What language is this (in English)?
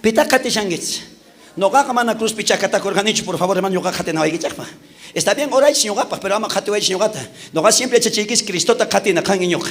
South Bolivian Quechua